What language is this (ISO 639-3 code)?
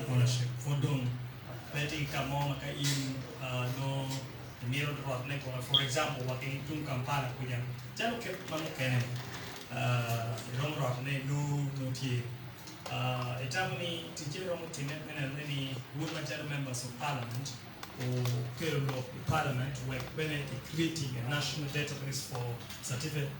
ach